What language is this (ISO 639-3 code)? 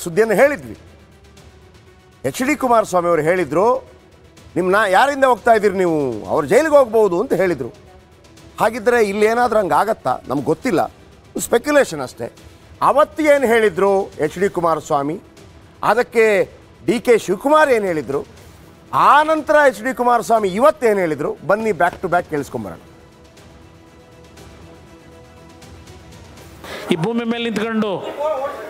kan